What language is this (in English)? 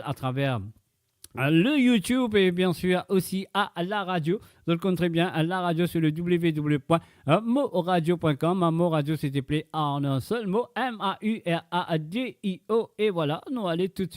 Morisyen